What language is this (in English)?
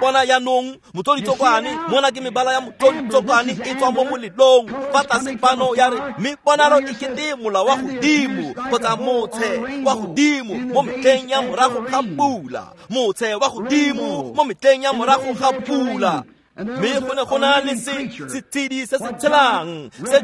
Tswana